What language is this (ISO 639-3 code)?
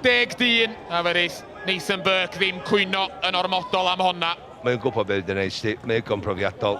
cym